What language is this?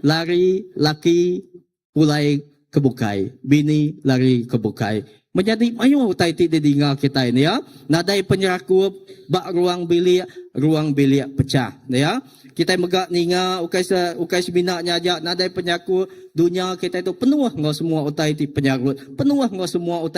Iban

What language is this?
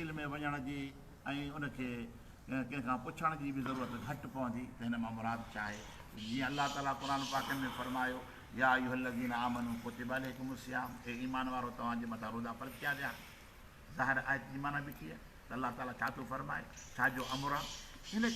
Sindhi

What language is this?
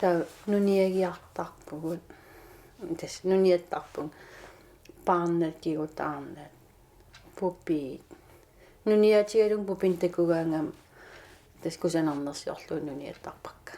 Kalaallisut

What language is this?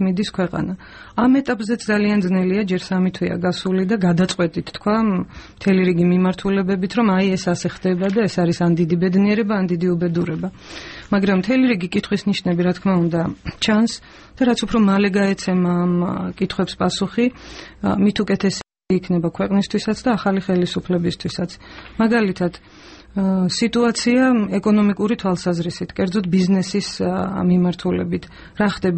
Georgian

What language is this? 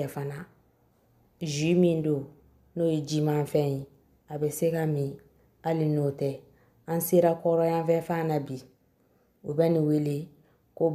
Bambara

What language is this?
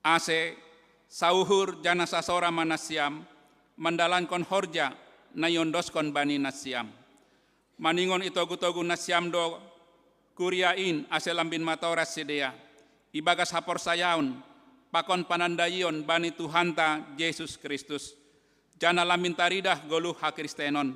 Batak Simalungun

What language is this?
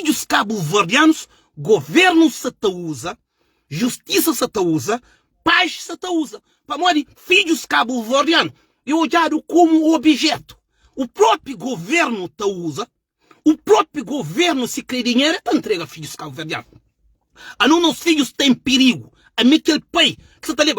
Kabuverdianu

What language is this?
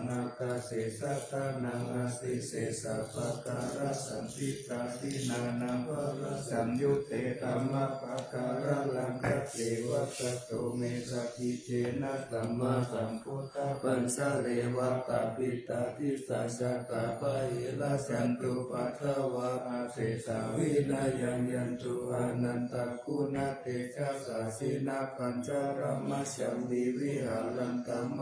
Pali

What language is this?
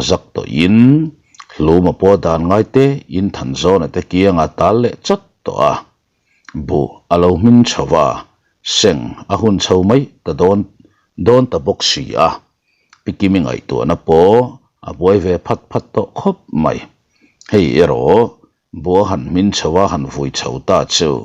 Mizo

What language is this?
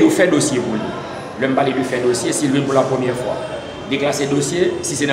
Haitian Creole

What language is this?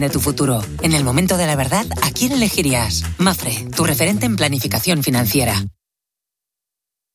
Spanish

